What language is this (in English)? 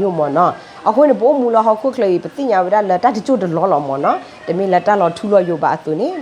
S'gaw Karen